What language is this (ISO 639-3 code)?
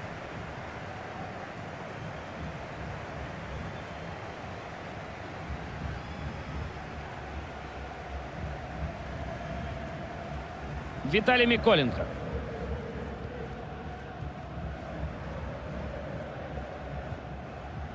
rus